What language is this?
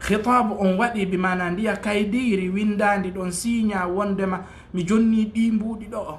Fula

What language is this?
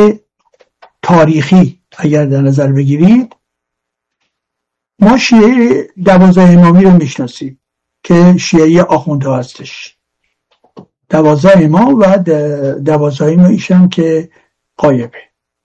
Persian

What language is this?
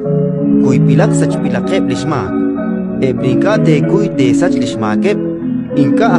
Kekchí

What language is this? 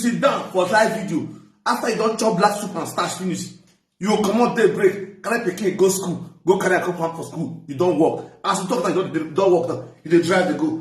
Nigerian Pidgin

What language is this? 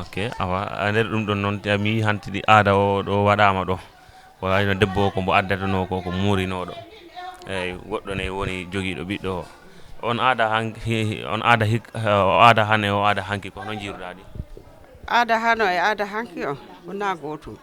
Fula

